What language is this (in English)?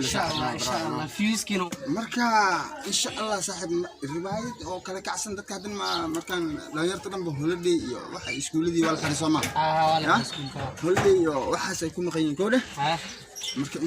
Somali